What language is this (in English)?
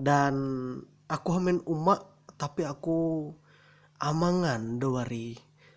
Ma'anyan